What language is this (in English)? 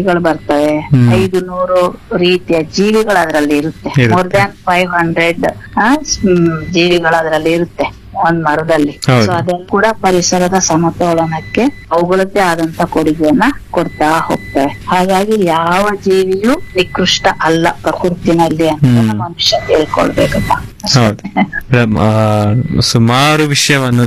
Kannada